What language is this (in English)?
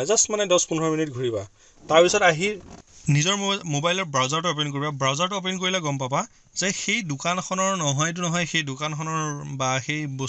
Assamese